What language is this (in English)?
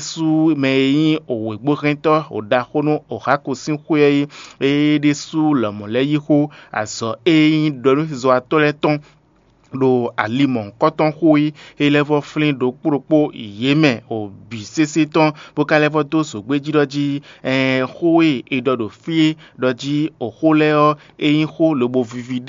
Fon